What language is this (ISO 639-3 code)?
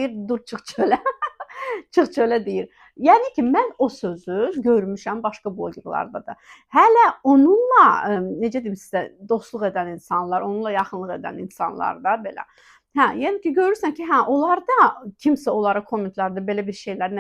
aze